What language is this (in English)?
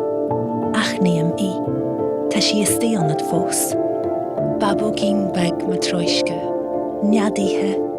Irish